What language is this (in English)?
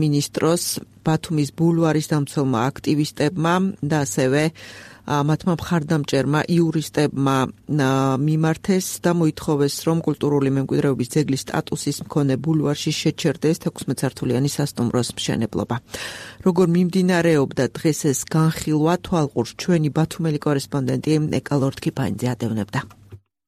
Georgian